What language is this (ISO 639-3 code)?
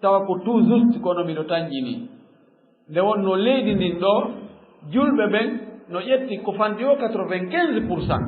ful